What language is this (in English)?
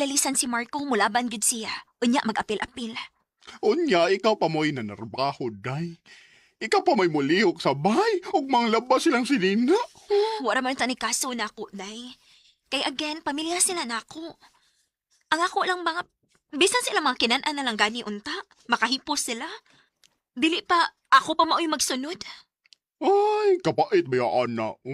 Cebuano